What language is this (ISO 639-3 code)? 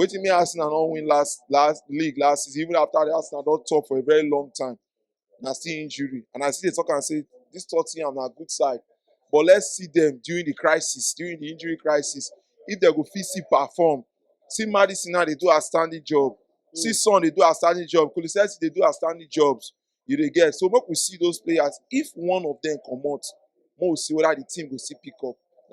pcm